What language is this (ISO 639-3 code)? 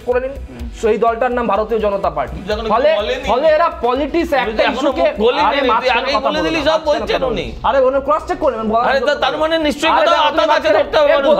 ben